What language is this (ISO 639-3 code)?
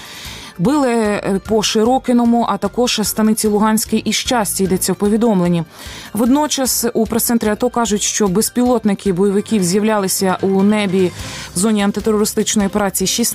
ukr